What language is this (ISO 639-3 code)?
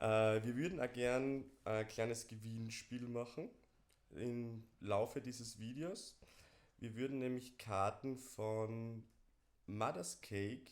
bar